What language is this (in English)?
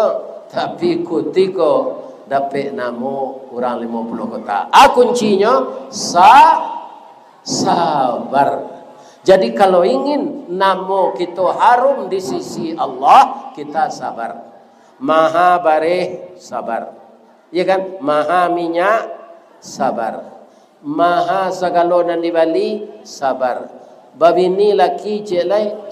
Minangkabau